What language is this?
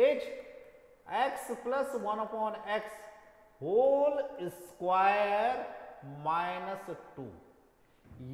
Hindi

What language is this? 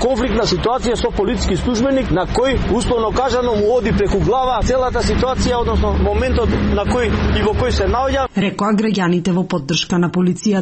Macedonian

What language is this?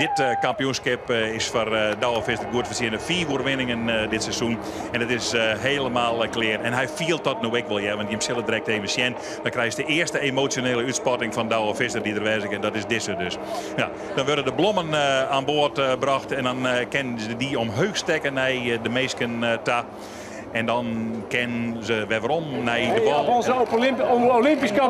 Western Frisian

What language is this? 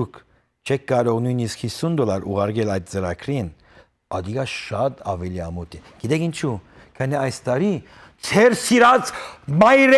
Western Armenian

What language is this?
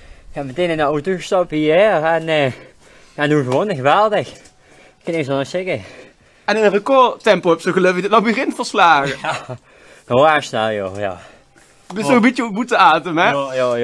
Limburgish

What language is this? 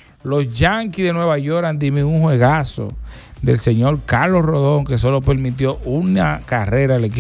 Spanish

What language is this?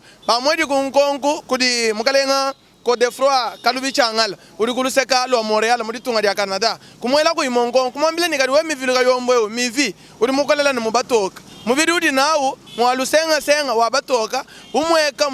Luba-Lulua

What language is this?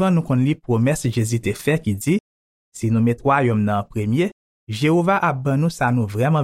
Haitian Creole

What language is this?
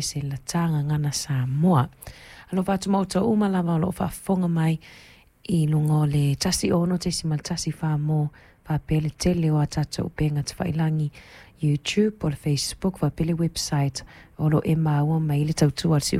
Samoan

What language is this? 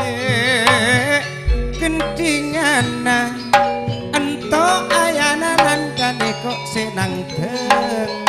Madurese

